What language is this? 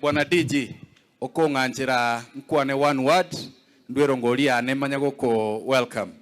Gusii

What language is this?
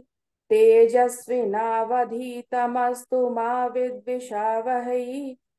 Sanskrit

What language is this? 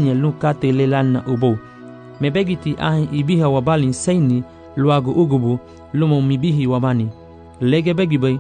Garifuna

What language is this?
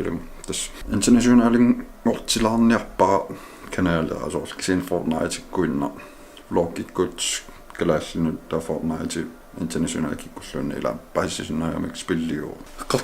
Kalaallisut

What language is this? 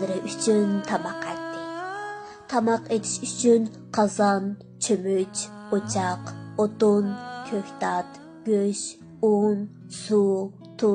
Uyghur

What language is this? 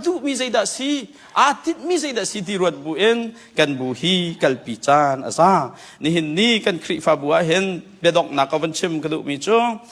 Hakha Chin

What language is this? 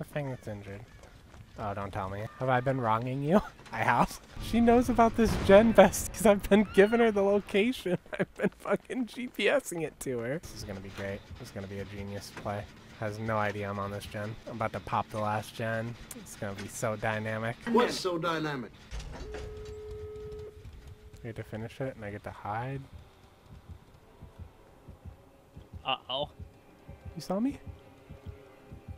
English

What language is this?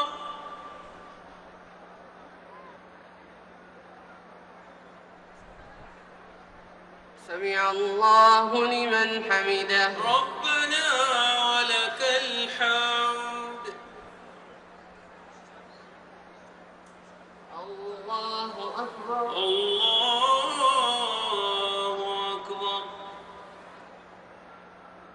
Arabic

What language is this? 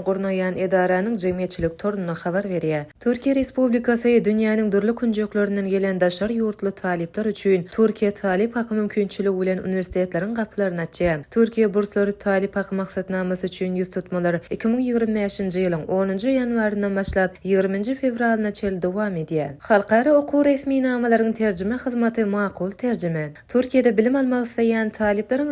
Turkmen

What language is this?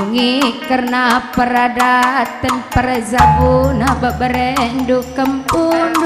Batak Karo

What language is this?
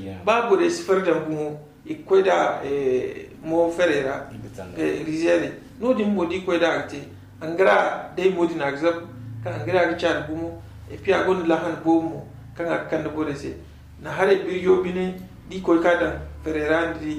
Zarma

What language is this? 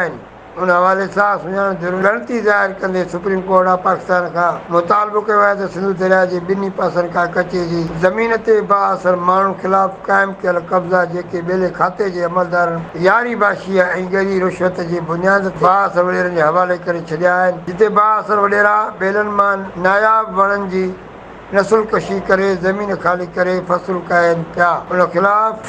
Sindhi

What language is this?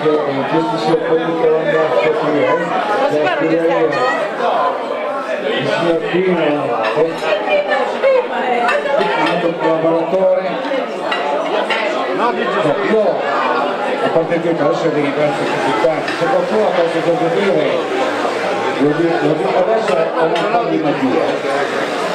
Italian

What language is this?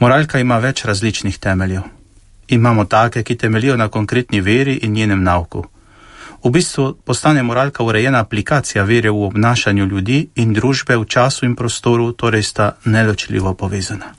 Slovenian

